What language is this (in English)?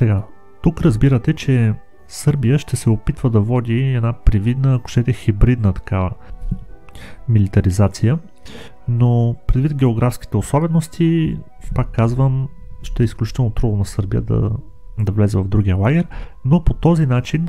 Bulgarian